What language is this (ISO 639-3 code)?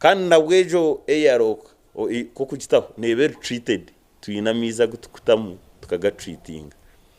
nyn